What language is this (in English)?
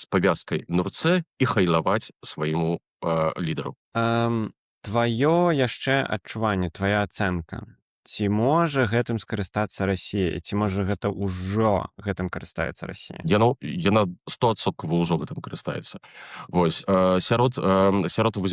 Belarusian